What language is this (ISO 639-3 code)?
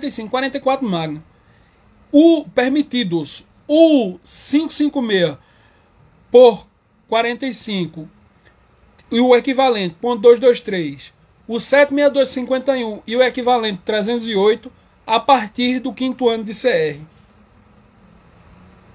por